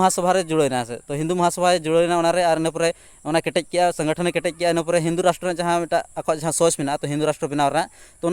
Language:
Santali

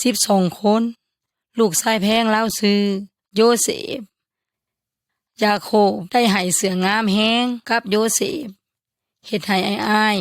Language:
Yoy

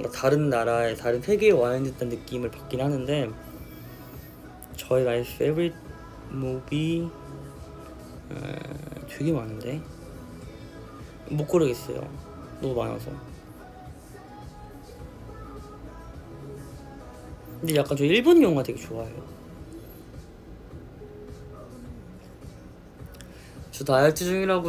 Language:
Korean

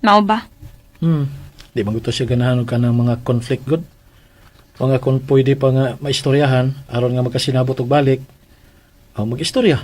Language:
Cebuano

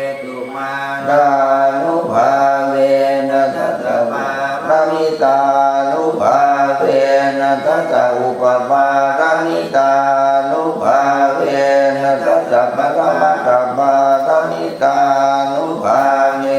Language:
Pali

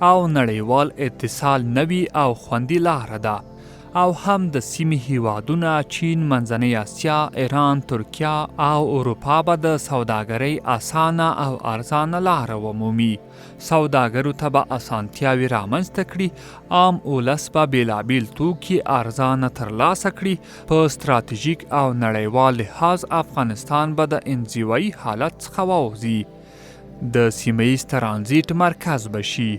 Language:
Pashto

